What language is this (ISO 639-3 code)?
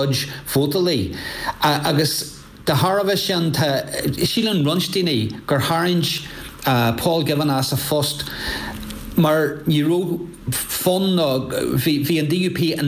gle